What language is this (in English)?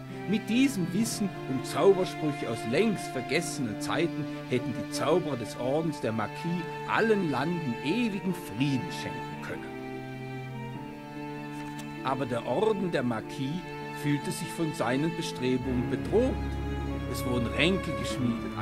German